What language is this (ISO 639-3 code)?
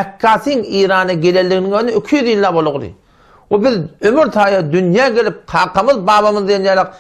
tuk